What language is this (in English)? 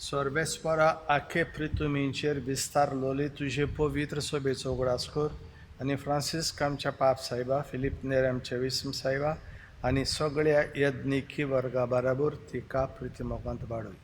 Konkani